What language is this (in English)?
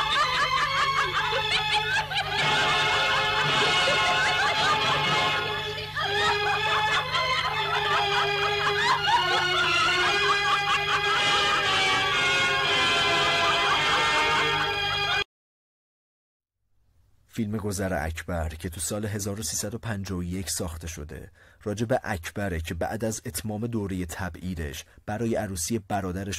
Persian